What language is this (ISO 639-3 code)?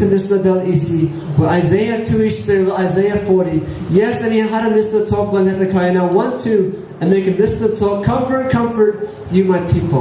tpi